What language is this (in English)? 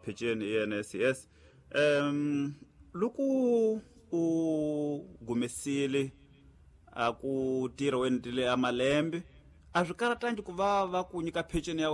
Tsonga